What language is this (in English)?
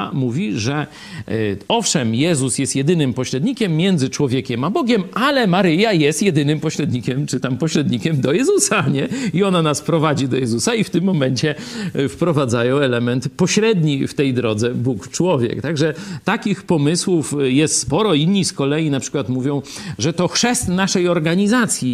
Polish